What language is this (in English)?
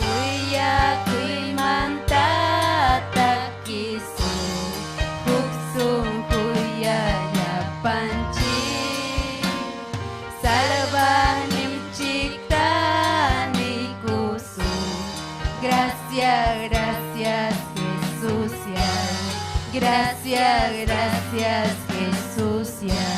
Ayacucho Quechua